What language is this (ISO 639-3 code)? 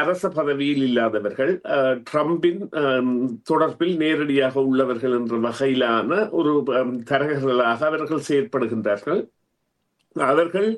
tam